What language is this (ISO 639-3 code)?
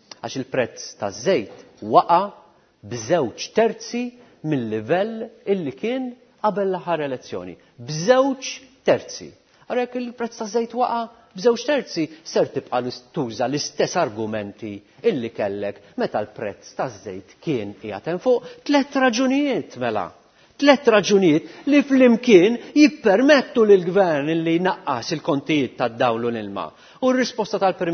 mlt